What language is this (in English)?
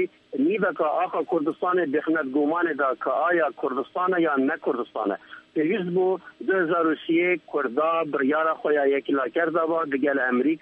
Kurdish